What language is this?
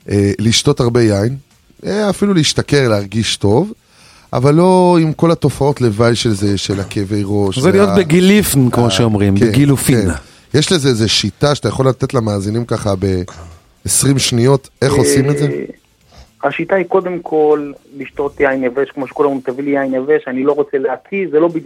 Hebrew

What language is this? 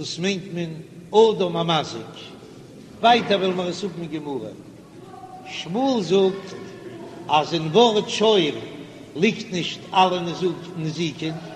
Yiddish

